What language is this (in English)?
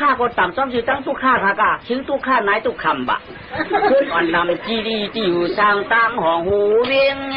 Shan